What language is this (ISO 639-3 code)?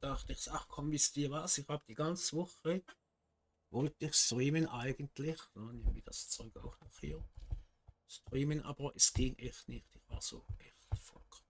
gsw